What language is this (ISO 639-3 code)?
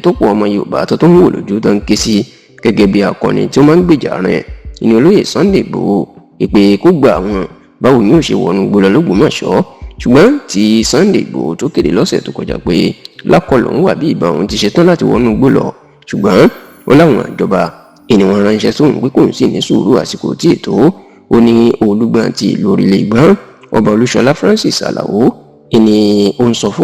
yor